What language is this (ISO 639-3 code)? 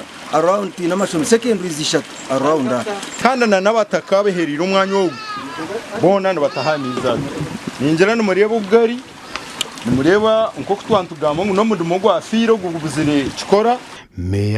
nyn